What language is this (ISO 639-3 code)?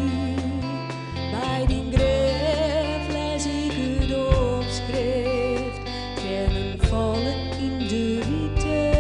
fry